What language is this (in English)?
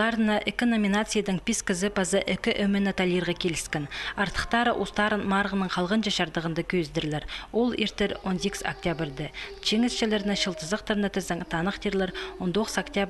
Khakas